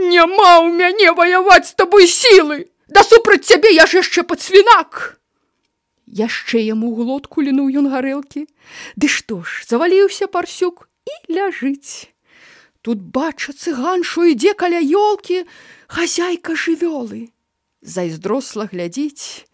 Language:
Belarusian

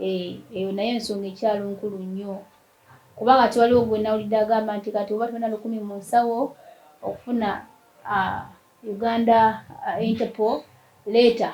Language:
Ganda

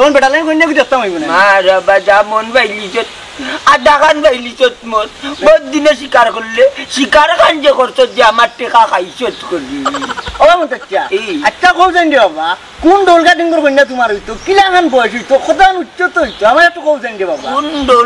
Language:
Sylheti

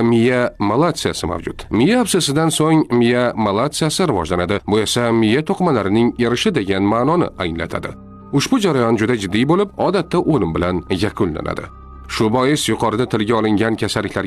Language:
Uzbek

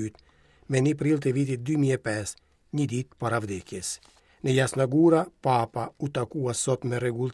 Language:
Albanian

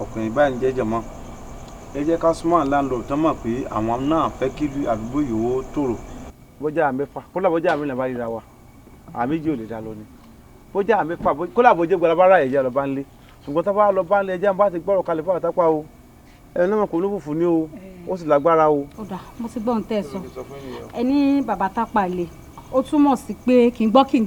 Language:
Yoruba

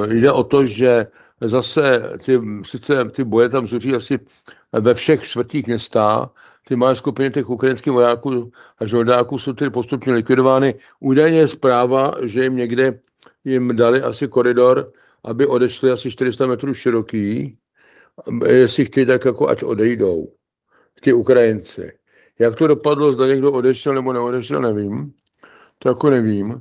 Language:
Czech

